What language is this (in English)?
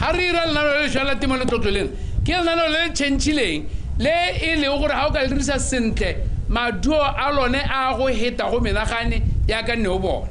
Tswana